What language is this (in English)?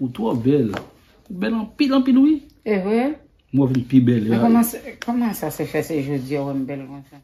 Haitian Creole